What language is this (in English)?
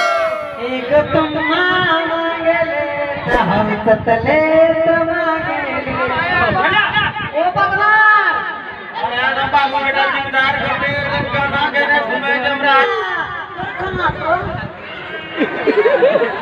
Bhojpuri